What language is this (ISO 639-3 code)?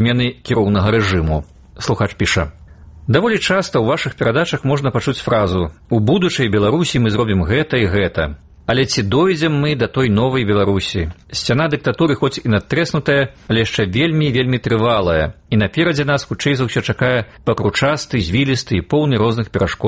bel